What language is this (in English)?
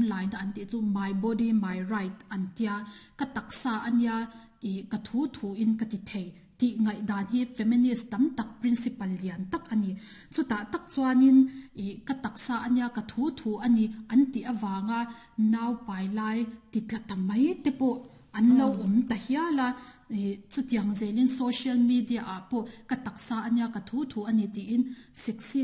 Mizo